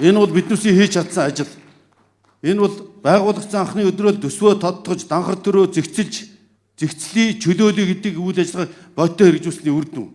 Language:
Mongolian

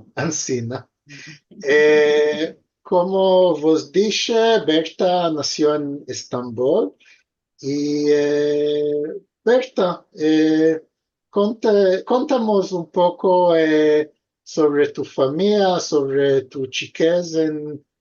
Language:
Ladino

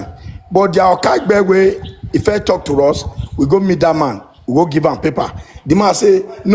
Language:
Nigerian Pidgin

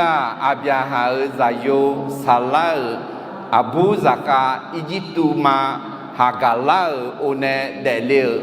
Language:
Akha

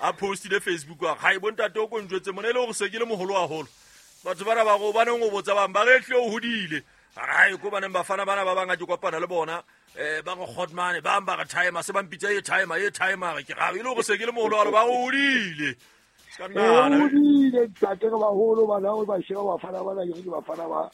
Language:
Southern Sotho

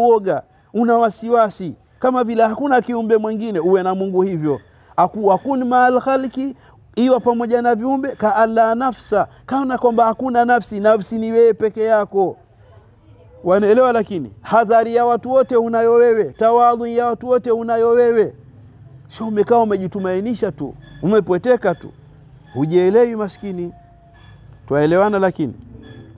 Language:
Swahili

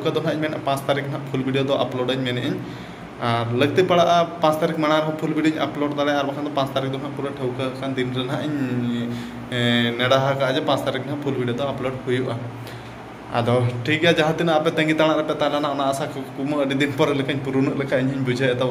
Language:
Santali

